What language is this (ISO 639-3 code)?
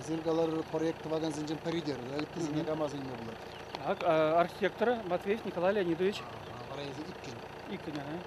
chv